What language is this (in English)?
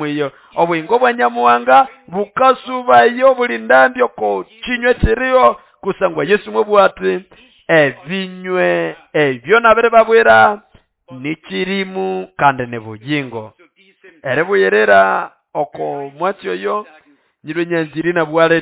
Nande